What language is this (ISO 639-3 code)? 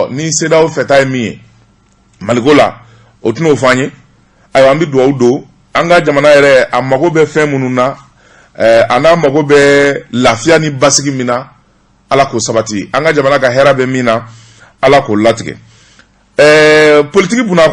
bam